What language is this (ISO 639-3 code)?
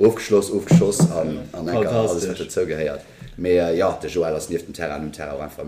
ltz